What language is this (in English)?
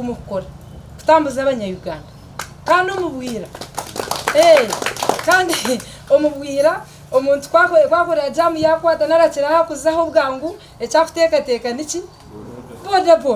Nyankole